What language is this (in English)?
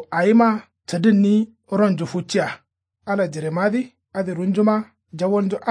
Kanuri